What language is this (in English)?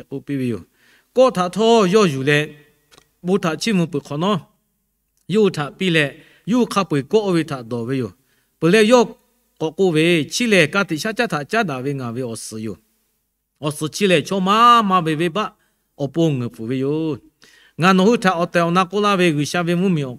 Lahu